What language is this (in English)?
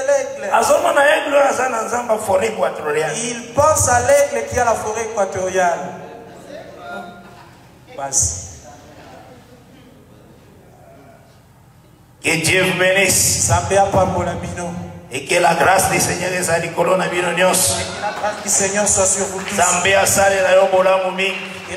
French